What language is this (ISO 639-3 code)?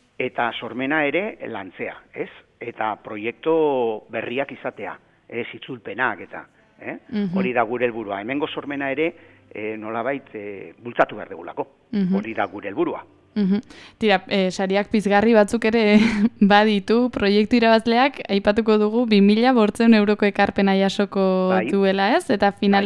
eus